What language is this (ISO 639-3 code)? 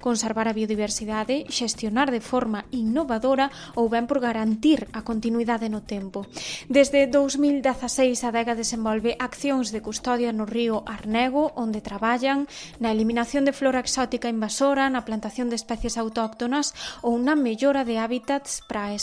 glg